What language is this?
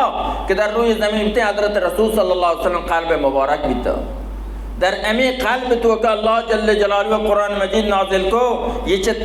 Baluchi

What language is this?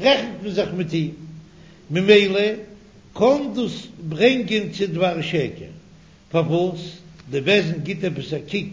Yiddish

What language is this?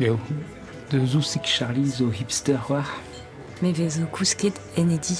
Breton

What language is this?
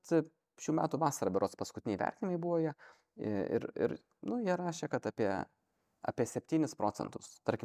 Lithuanian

